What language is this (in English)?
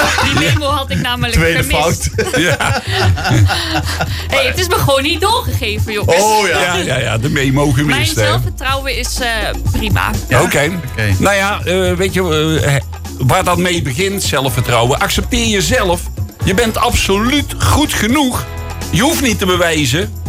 Dutch